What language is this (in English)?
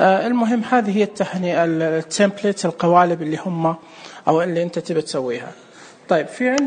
Najdi Arabic